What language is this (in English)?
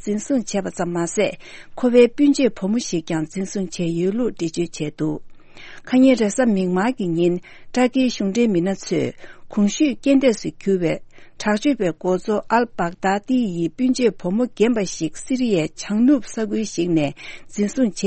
Tibetan